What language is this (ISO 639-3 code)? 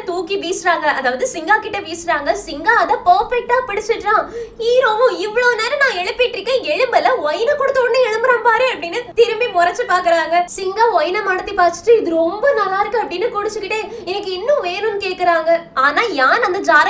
tam